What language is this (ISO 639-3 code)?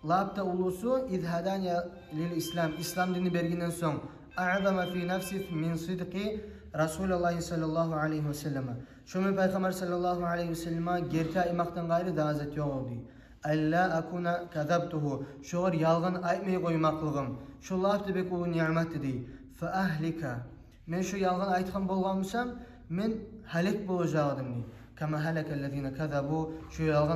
kum